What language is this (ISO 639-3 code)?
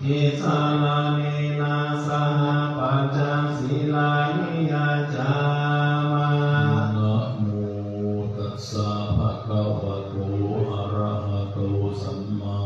pli